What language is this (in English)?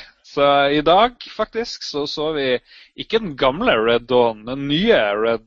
Norwegian